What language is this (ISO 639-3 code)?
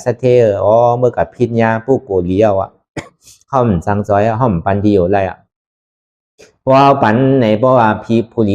shn